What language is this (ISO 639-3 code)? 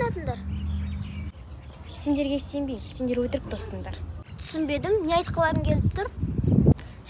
kaz